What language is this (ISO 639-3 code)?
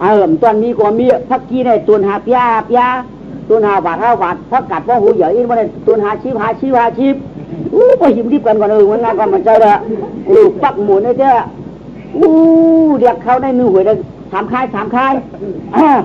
shn